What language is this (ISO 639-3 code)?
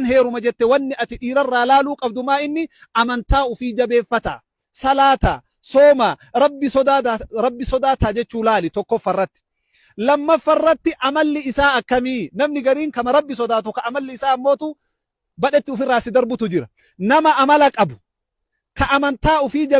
orm